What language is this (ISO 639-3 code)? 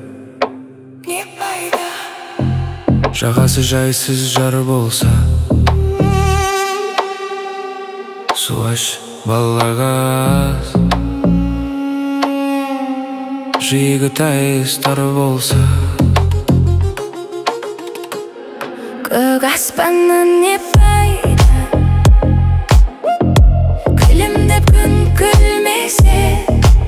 kaz